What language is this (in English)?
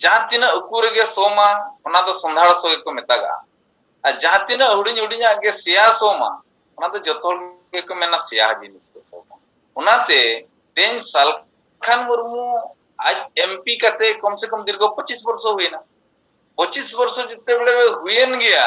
Santali